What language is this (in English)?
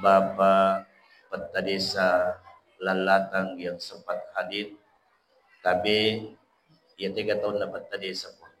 Buginese